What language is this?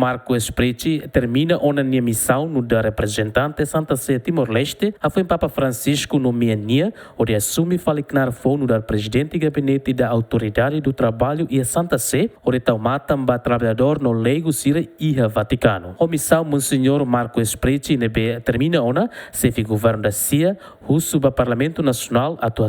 Tetum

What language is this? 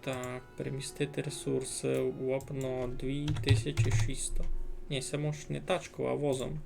Rusyn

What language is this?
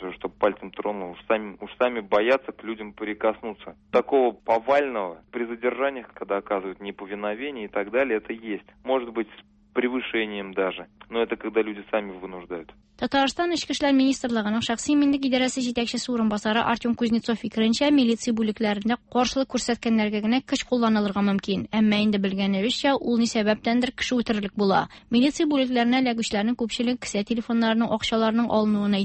Tatar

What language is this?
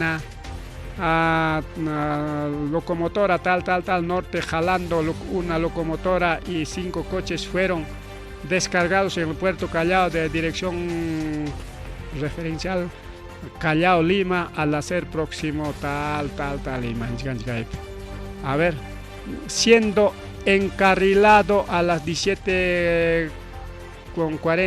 Ayacucho Quechua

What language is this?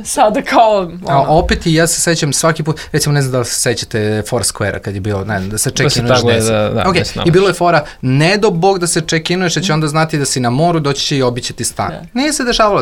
Serbian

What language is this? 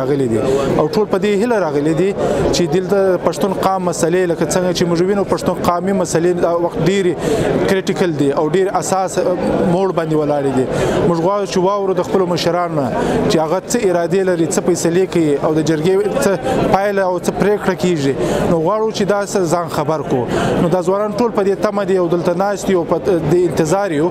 Pashto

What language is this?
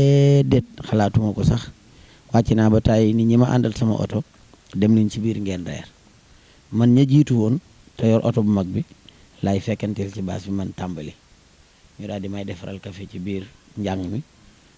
Wolof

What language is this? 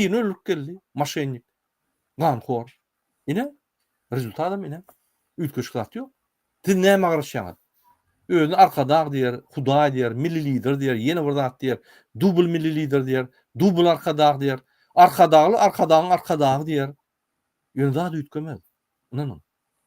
Turkmen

